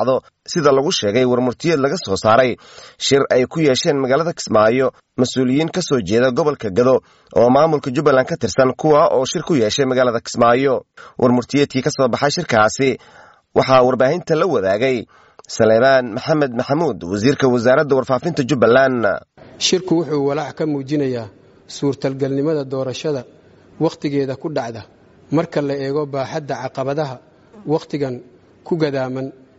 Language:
Somali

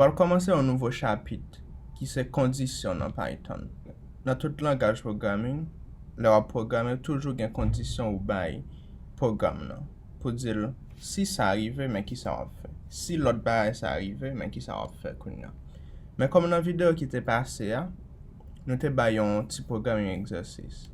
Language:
Haitian Creole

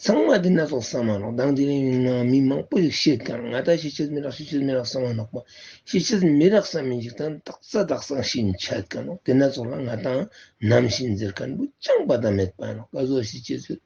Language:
Ladakhi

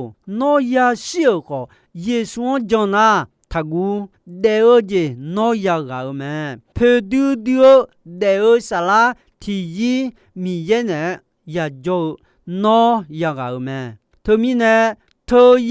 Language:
Akha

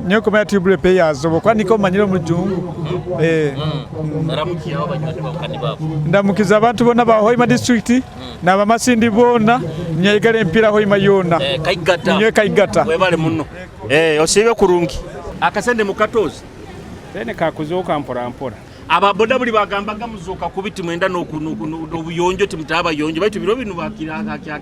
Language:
Nyoro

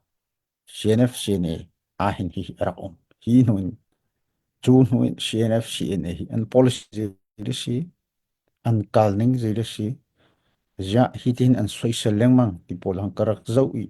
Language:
Hakha Chin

